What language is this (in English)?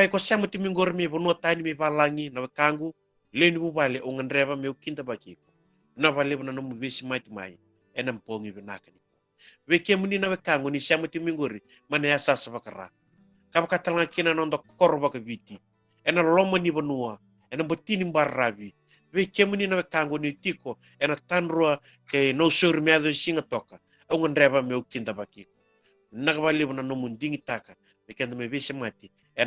Fijian